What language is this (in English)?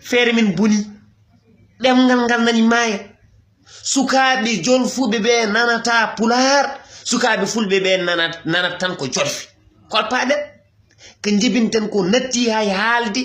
Fula